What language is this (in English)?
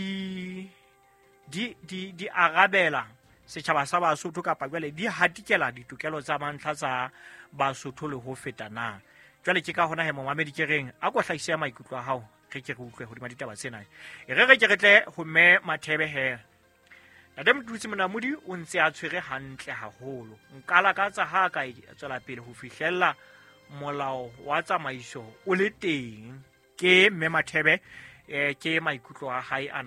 Southern Sotho